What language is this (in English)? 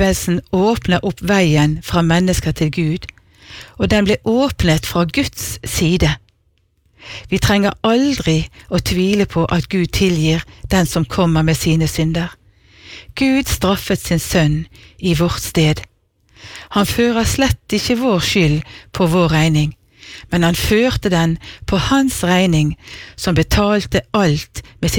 Norwegian